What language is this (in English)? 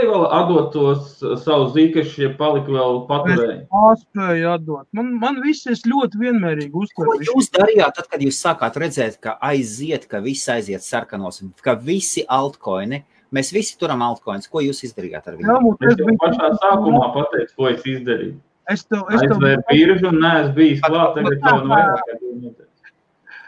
Latvian